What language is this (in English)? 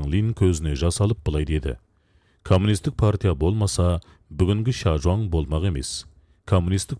Kazakh